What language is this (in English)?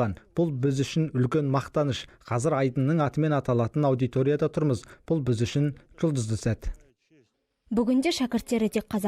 Kazakh